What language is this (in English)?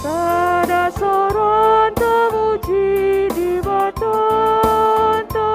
Batak Karo